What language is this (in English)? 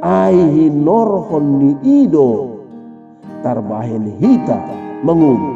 Batak Toba